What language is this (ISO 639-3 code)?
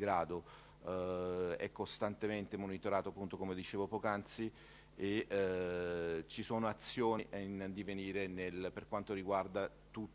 ita